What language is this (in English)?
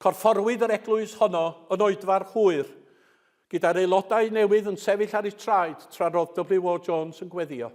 Welsh